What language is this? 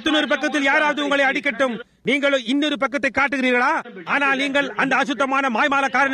Tamil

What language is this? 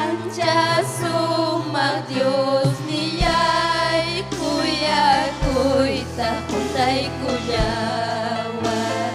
Ayacucho Quechua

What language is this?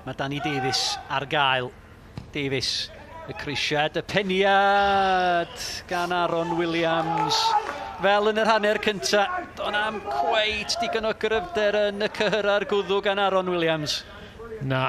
Welsh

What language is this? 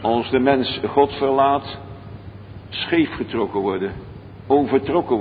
Dutch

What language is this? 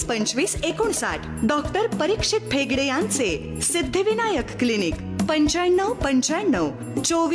Marathi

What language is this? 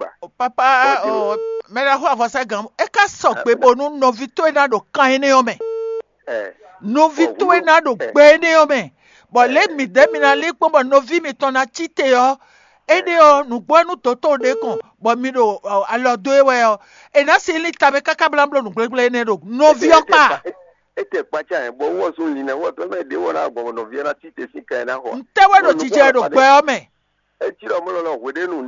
Fon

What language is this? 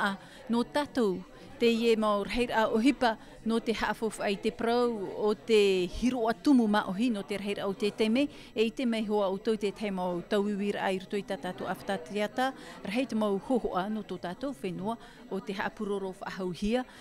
Tahitian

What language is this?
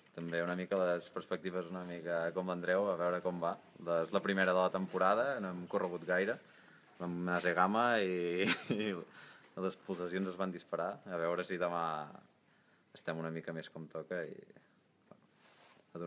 Catalan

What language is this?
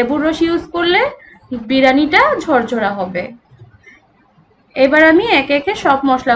Bangla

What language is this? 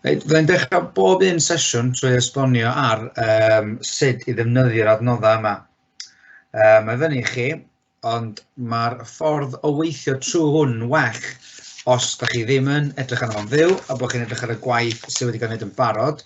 Welsh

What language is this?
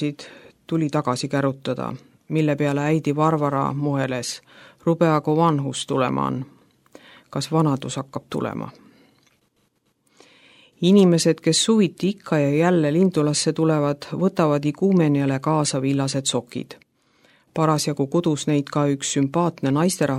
Estonian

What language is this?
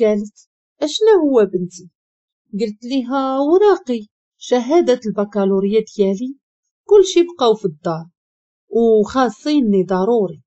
Moroccan Arabic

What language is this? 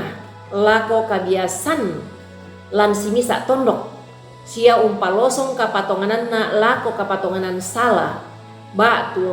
Toraja-Sa'dan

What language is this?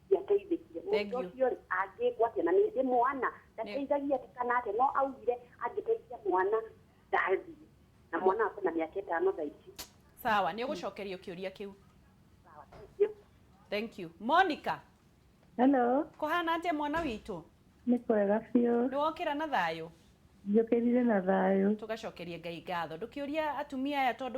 Kikuyu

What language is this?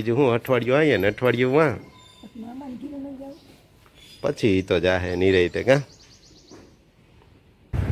Gujarati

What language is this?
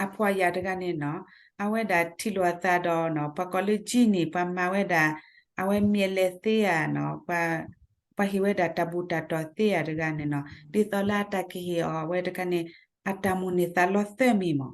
S'gaw Karen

